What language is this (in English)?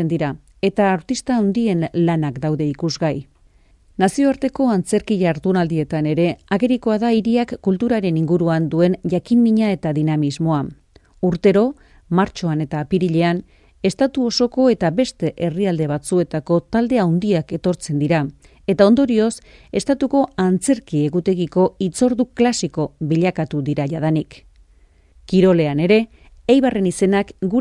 Basque